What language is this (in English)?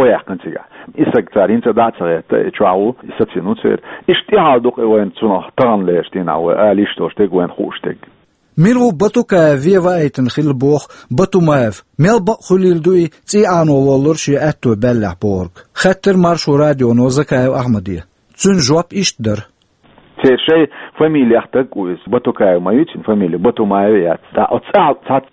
Chechen